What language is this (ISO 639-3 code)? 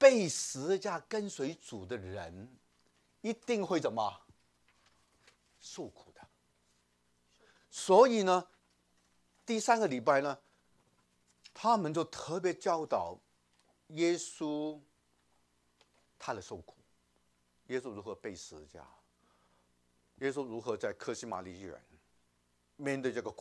zho